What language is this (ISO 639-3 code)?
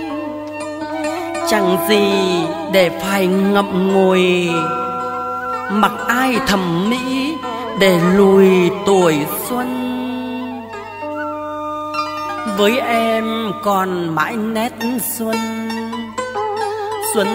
vie